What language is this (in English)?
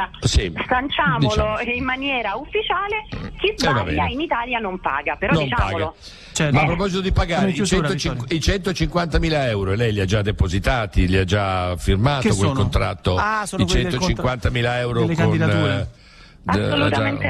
Italian